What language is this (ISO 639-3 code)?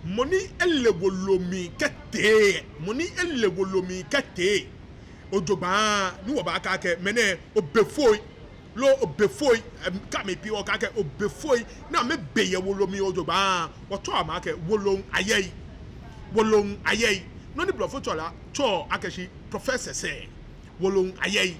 gaa